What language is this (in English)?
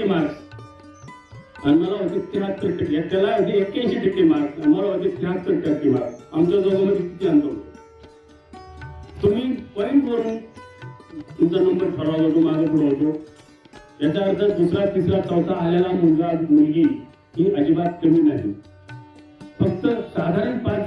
Marathi